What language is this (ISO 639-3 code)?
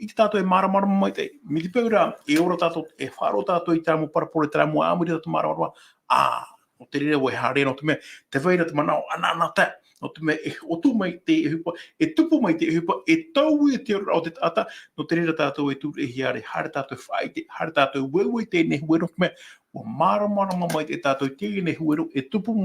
tah